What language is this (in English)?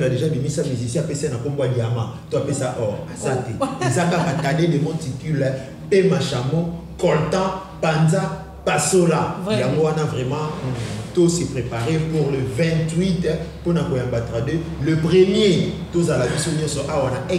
Lingala